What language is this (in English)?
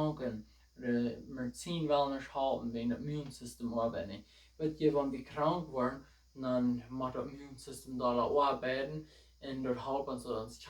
Plautdietsch